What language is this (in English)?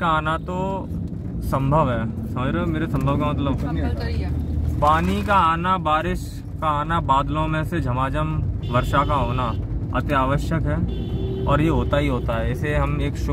Hindi